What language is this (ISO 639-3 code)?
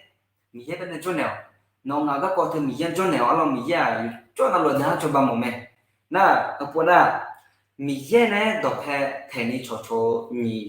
ahk